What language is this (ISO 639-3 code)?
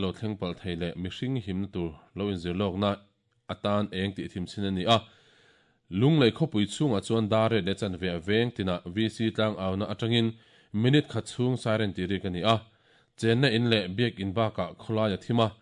lus